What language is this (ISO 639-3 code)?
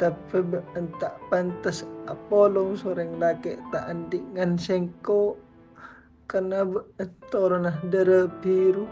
mad